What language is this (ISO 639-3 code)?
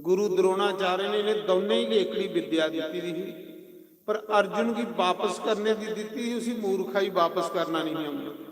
doi